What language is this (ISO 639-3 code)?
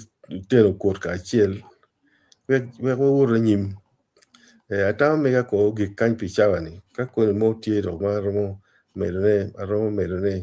ach